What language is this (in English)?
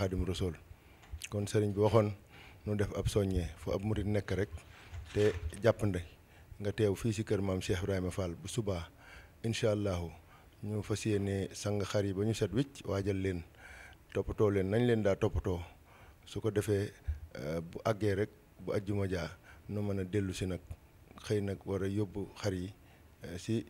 Wolof